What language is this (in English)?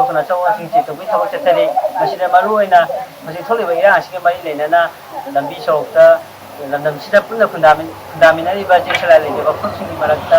Manipuri